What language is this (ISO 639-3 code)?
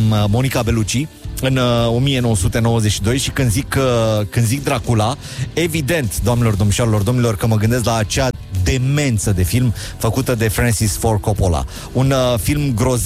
ron